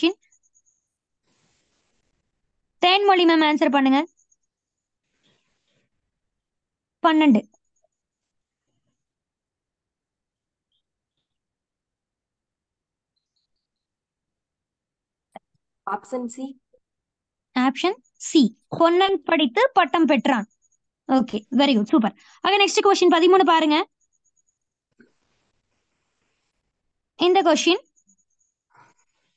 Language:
Tamil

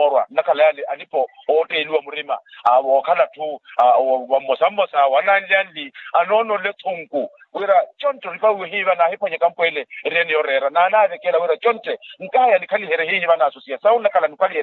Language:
Makhuwa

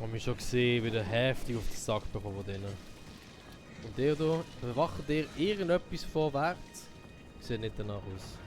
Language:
Swiss German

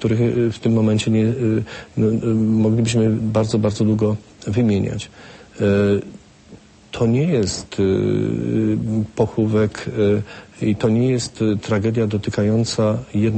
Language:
Polish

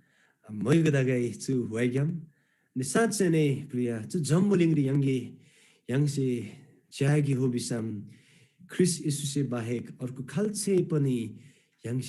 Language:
Eastern Tamang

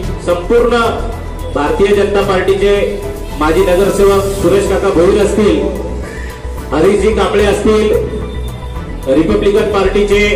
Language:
Marathi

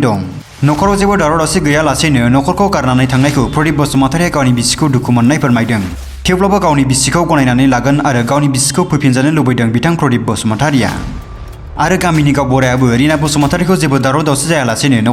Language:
Bodo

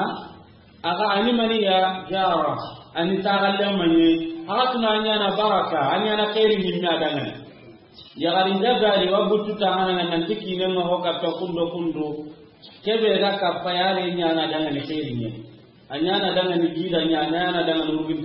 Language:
Soninke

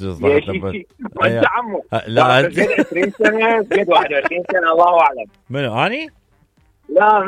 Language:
Mesopotamian Arabic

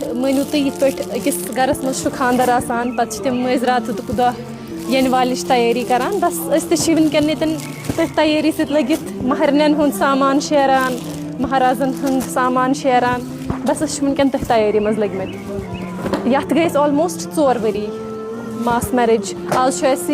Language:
Kashmiri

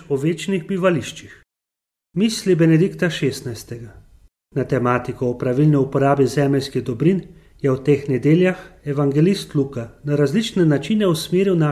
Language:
Slovenian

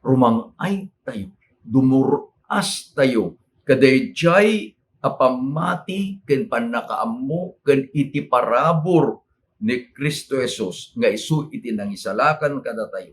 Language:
Iloko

